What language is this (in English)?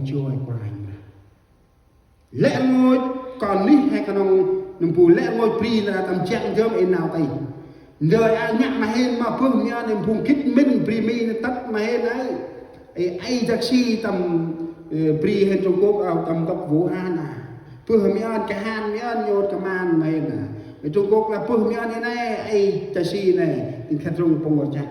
Central Mnong